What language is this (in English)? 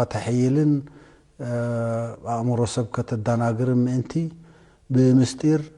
Tigrinya